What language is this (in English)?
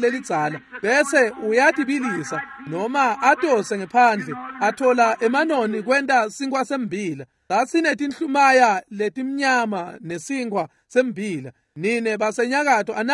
Swati